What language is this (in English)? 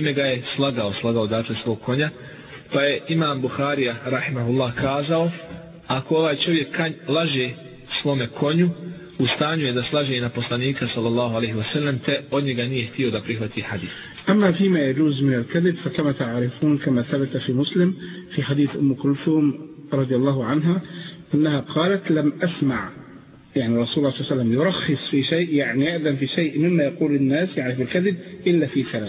Bosnian